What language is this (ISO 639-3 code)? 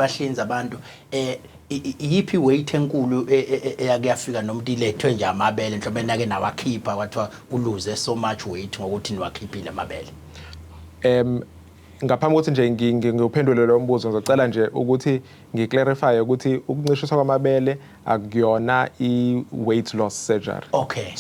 zul